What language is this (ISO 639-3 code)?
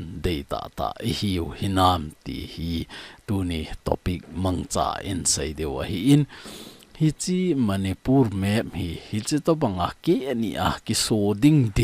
tcz